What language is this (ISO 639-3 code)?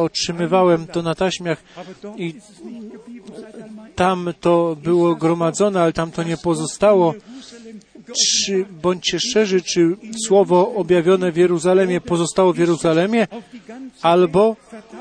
pol